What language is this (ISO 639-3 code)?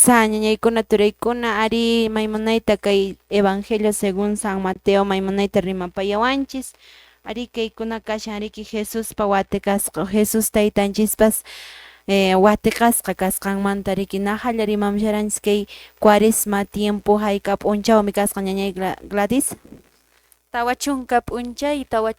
que